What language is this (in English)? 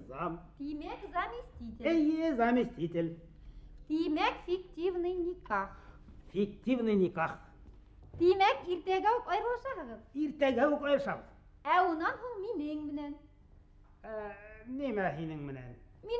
Bashkir